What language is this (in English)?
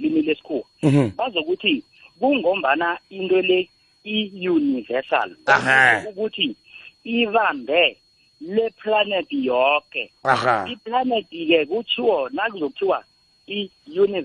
South Ndebele